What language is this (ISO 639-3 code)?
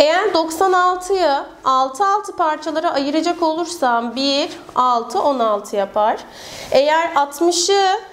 tur